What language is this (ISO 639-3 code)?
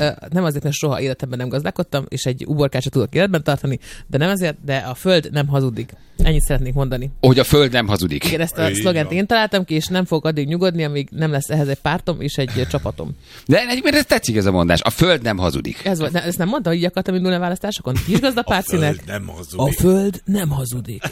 hun